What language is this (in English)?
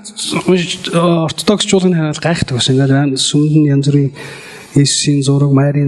Mongolian